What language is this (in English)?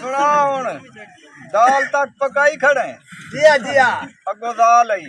Saraiki